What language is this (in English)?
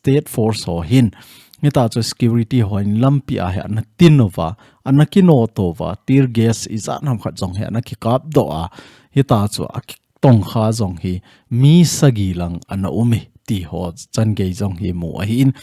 Thado Chin